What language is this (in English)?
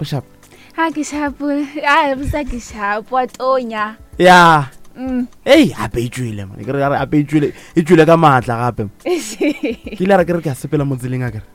Northern Sotho